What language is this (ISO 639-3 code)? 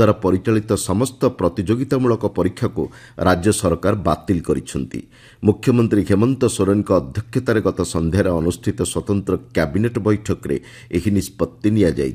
ori